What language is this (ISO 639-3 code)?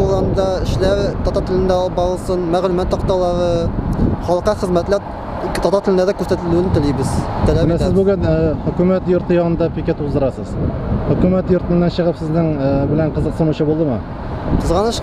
tat